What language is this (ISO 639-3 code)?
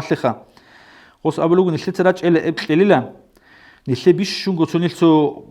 ava